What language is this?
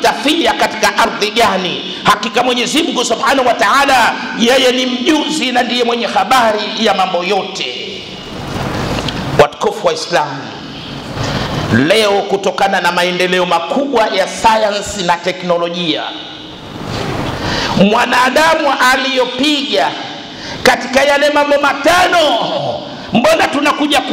Swahili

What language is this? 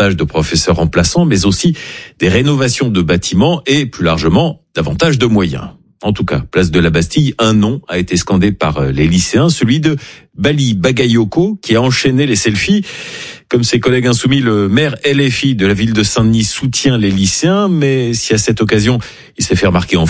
French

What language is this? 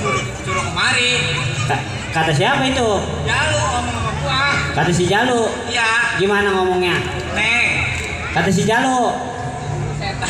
Betawi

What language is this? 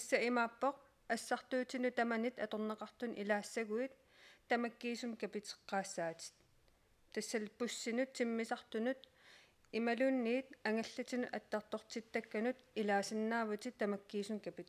Kalaallisut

